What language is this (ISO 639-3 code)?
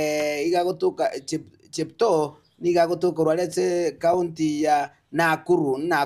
guz